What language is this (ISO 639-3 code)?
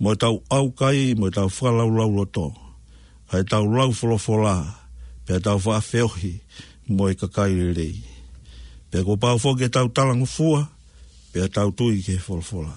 ton